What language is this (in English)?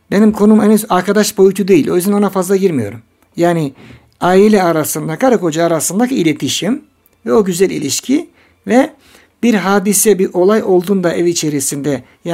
Turkish